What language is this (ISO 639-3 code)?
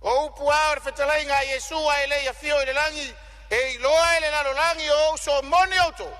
smo